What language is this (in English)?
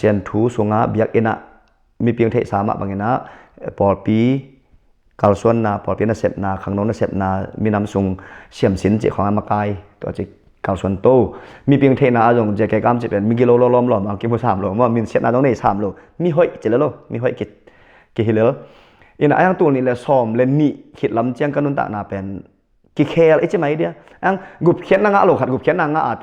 Tedim Chin